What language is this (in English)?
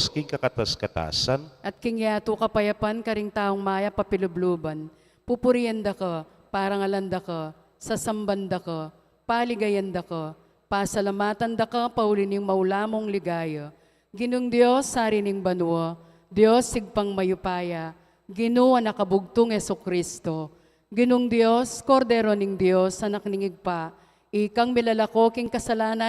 Pampanga